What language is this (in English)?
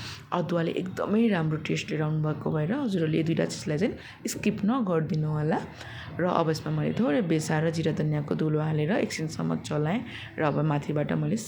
Nepali